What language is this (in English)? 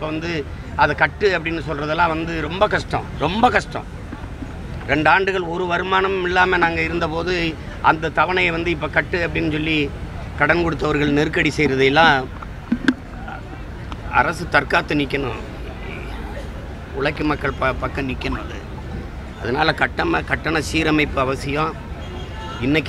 Tamil